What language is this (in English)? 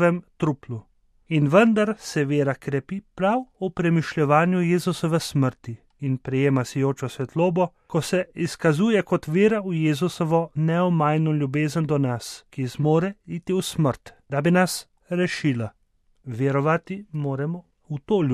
Slovenian